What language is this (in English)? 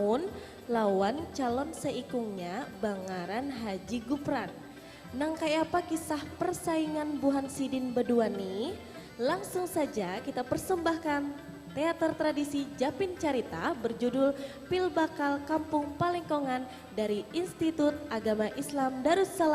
Banjar